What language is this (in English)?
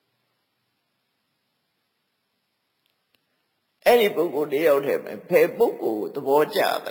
Burmese